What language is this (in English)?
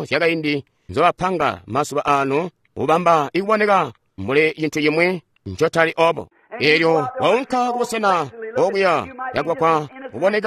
Tonga (Zambia)